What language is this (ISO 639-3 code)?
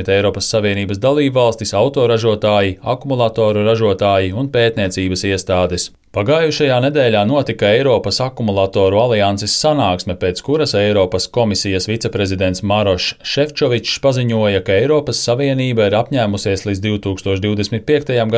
lav